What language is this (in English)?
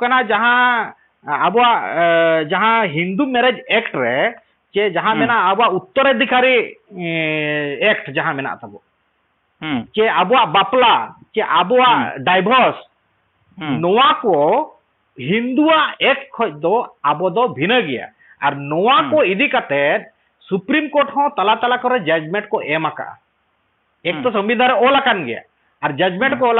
Santali